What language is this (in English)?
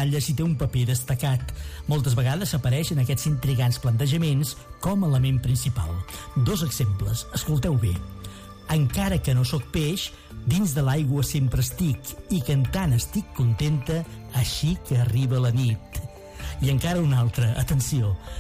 Catalan